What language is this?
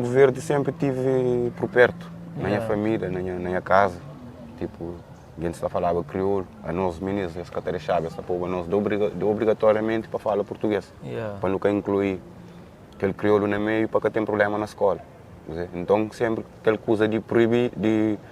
Kabuverdianu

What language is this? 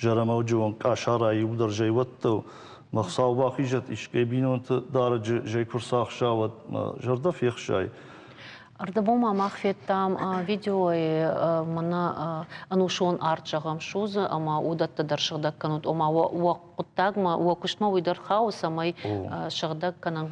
Ossetic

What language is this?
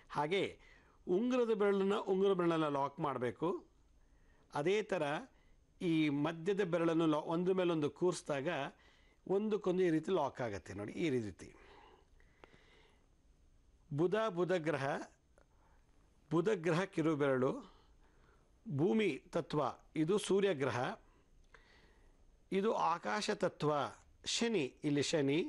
Kannada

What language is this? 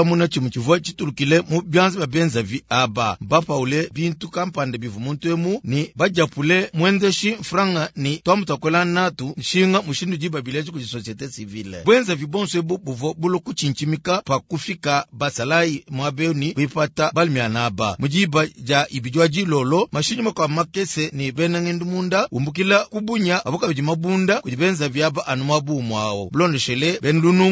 Luba-Lulua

